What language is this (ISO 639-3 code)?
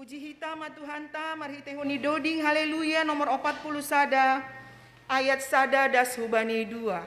bts